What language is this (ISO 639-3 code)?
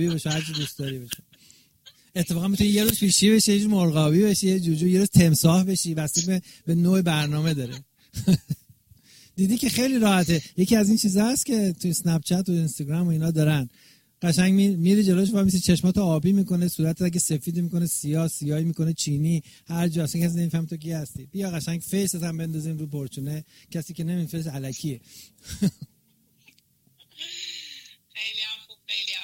fas